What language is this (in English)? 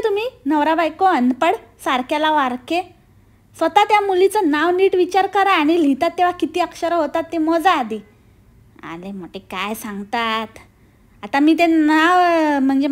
Marathi